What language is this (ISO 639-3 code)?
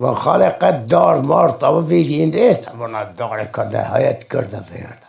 zza